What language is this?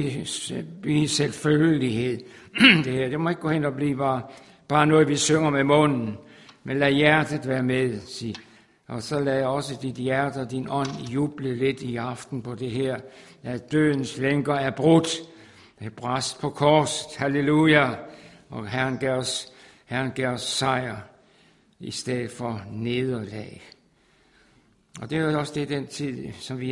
Danish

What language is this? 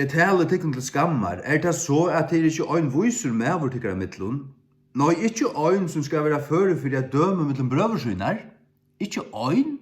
Faroese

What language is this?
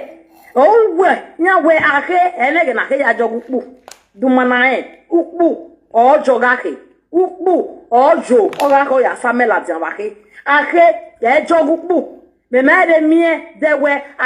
Nigerian Pidgin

